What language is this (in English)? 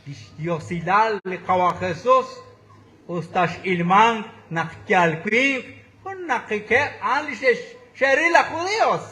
Kekchí